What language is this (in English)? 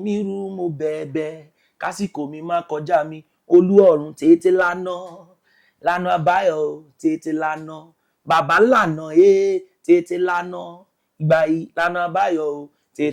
Yoruba